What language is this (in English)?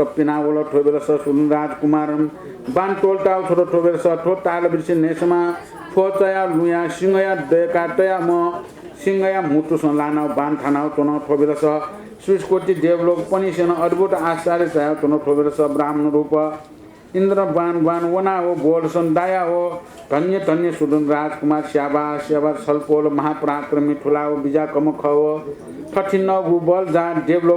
Newari